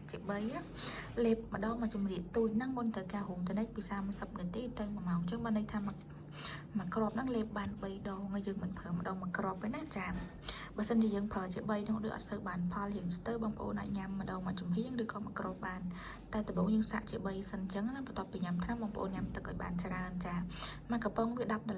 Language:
Khmer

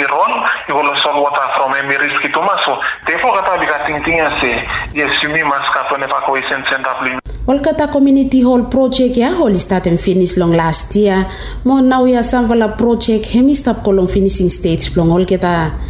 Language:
Bislama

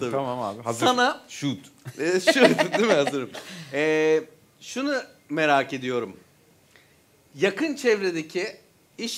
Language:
Turkish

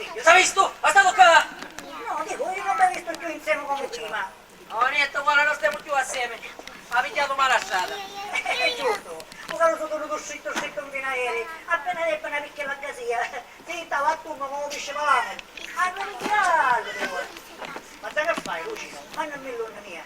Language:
Sicilian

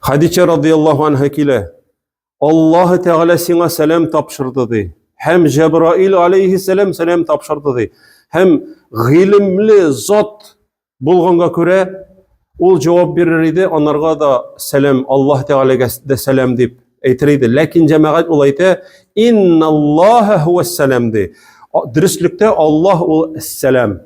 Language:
Tatar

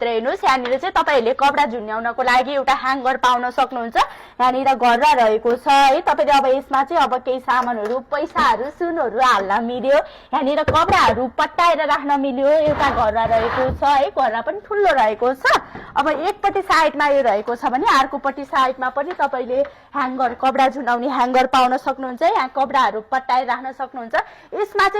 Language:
Nepali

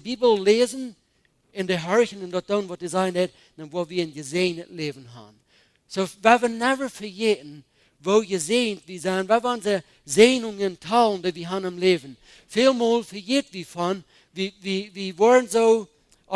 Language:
Plautdietsch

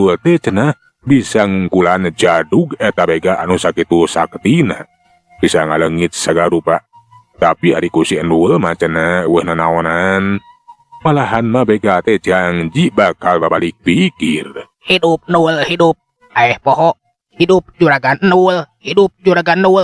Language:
Sundanese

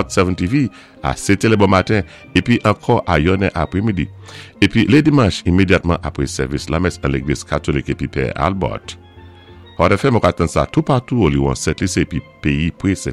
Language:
Saint Lucian Creole French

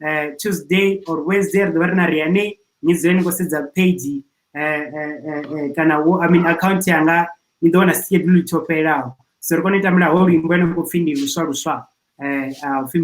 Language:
Venda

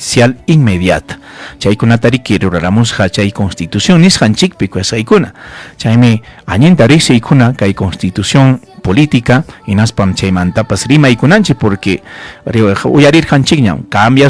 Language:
Ayacucho Quechua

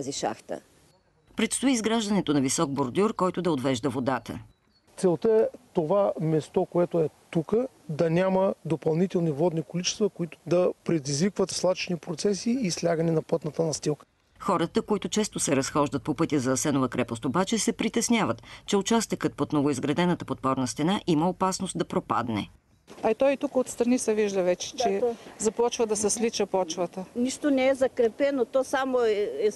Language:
Bulgarian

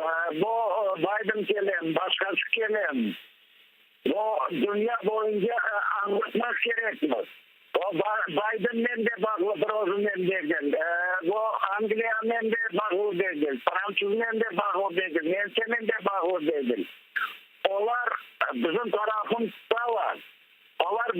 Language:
Crimean Tatar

